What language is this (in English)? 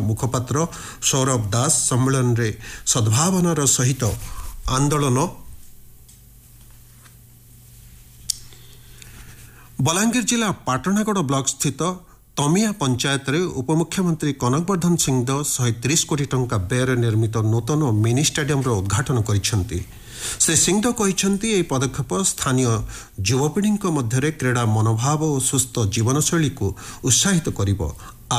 Odia